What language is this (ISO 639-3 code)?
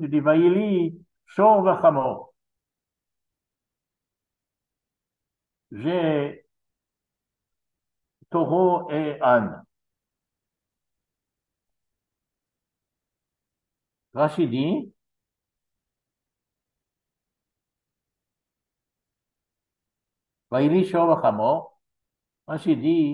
fra